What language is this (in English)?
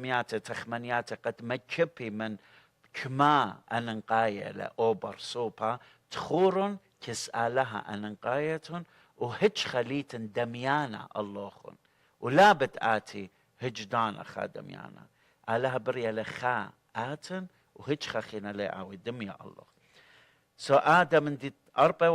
Assyrian Neo-Aramaic